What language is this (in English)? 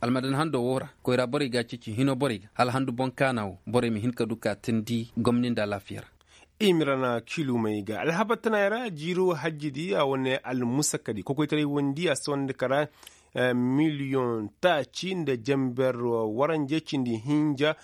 Koyraboro Senni